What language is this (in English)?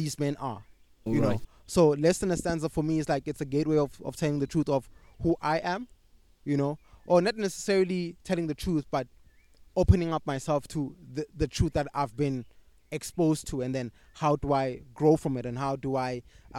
English